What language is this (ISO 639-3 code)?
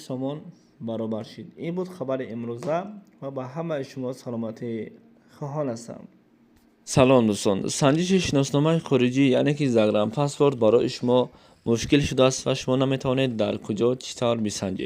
tgk